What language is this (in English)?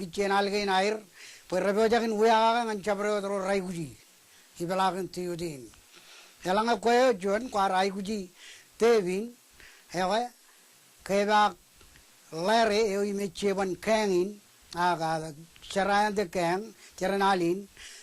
Marshallese